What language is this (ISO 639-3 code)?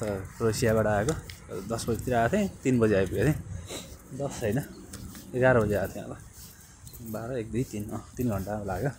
nep